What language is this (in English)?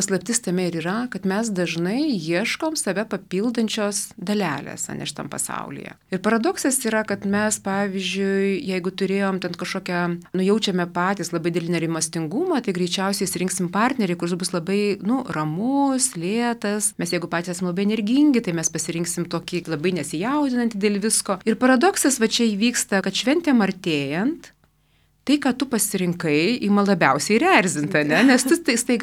Lithuanian